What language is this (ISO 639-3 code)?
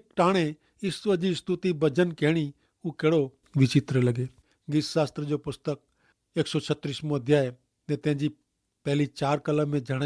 kfr